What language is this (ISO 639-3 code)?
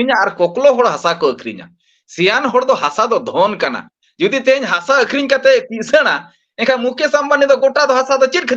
sat